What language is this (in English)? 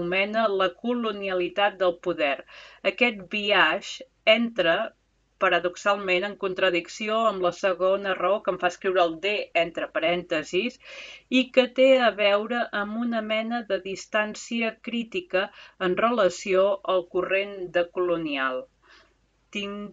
Catalan